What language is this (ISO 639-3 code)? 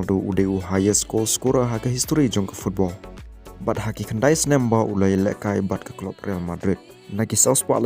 kha